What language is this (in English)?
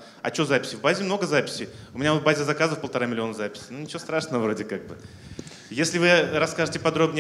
Russian